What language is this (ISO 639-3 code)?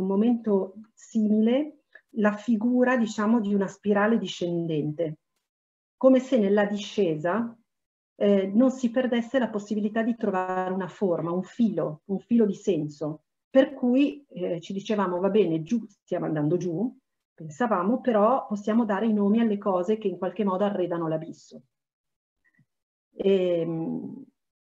ita